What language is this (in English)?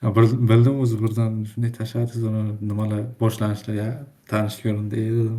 Uzbek